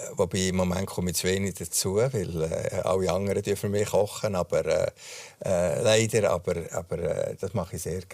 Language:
Swiss German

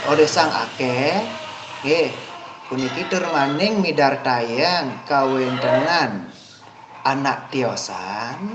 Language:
Balinese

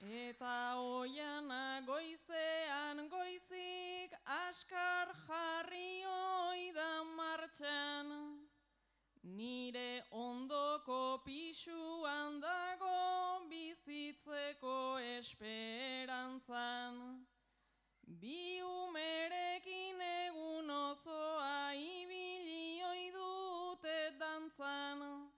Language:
Basque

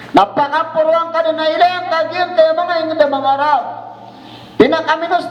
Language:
Maranao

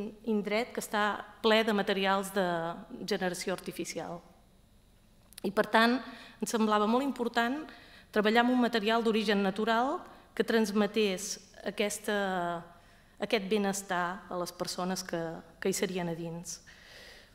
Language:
Catalan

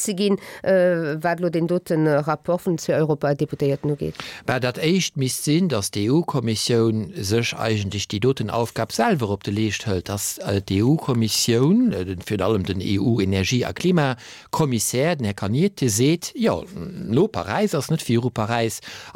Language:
Luxembourgish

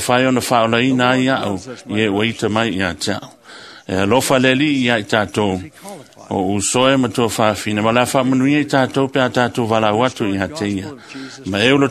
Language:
Samoan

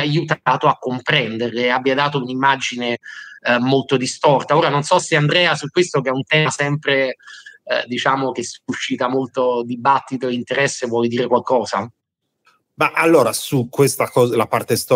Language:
Italian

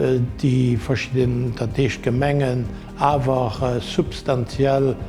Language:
Luxembourgish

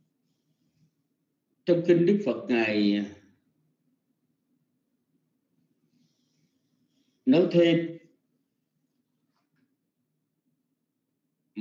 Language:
Vietnamese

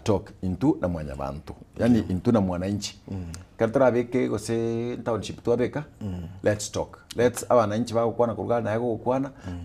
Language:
Gusii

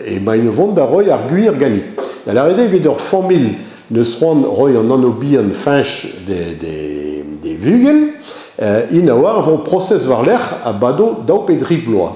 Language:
Breton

